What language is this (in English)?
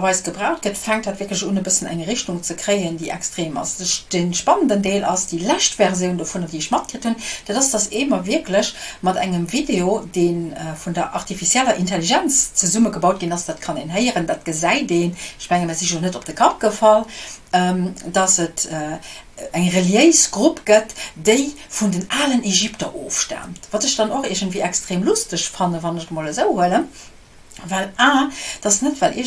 Luxembourgish